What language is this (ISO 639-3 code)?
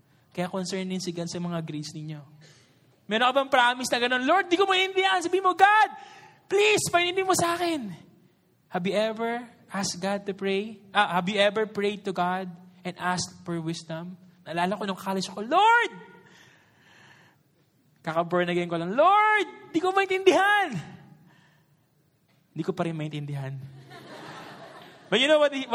fil